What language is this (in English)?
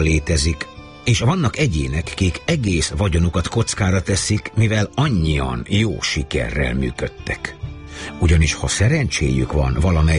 Hungarian